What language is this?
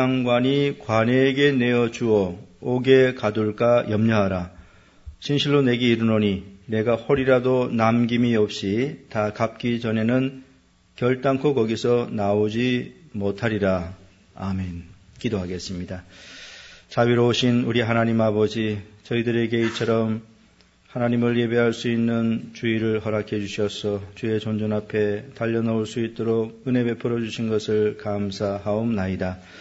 Korean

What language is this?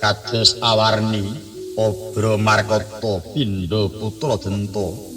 Javanese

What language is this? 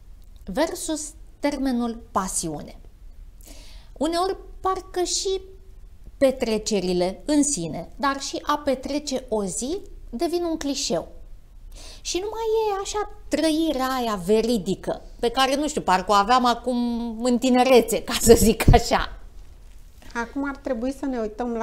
Romanian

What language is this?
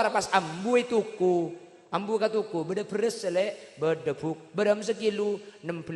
Madurese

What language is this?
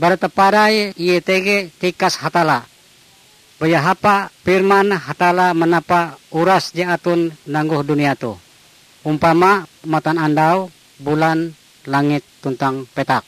Ngaju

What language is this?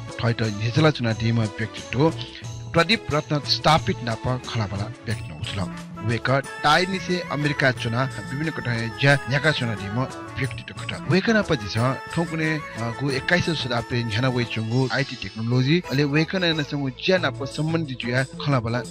Newari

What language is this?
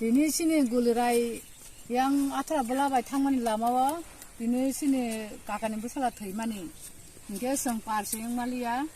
Kok Borok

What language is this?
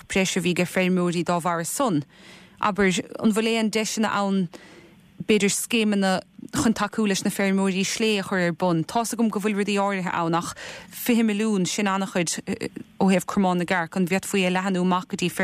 Irish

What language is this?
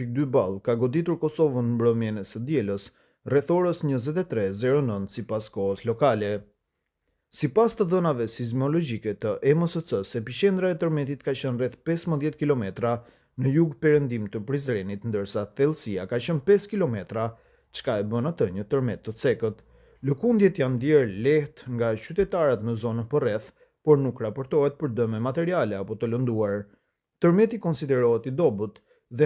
Albanian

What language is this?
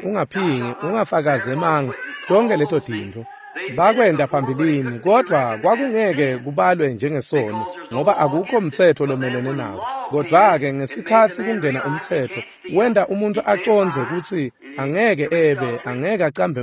Swati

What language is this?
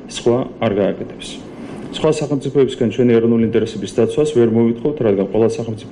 Georgian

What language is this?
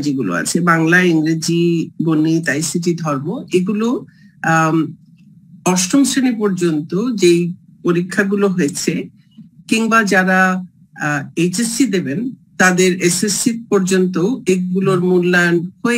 Bangla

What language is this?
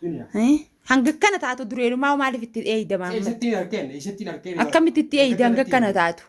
Oromo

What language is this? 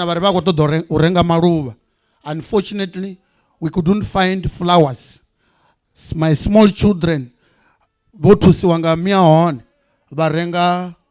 Venda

